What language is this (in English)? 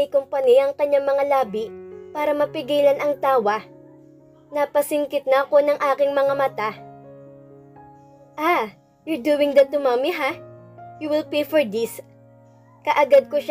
Filipino